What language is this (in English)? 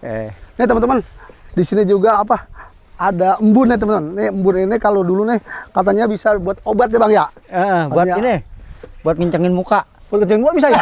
Betawi